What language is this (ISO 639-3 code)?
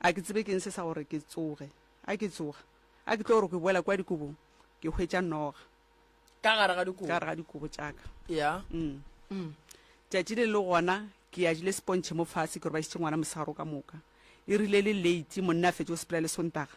nso